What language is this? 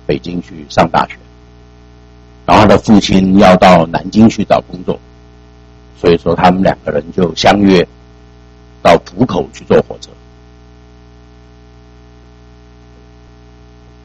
Chinese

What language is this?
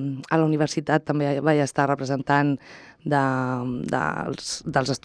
Catalan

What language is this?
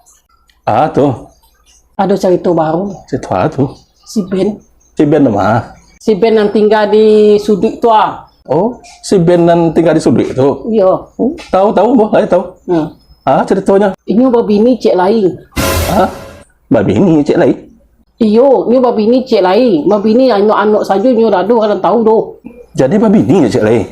Minangkabau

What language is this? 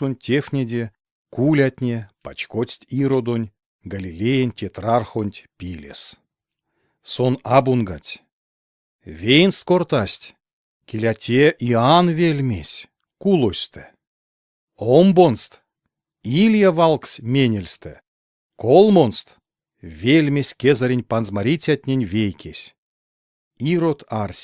Erzya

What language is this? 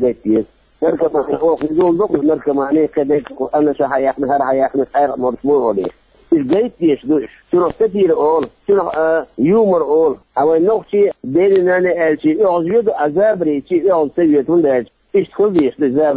Chechen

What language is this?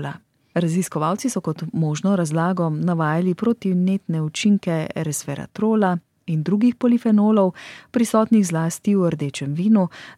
Slovenian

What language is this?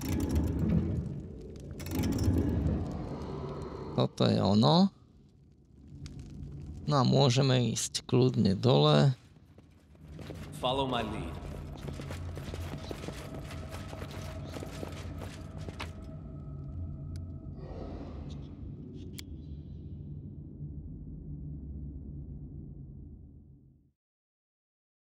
Slovak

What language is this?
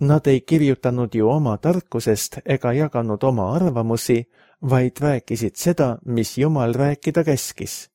Estonian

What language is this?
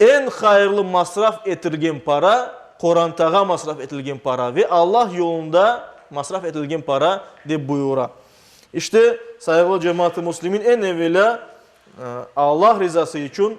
Crimean Tatar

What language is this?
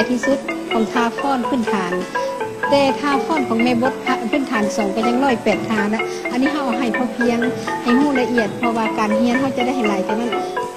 Lao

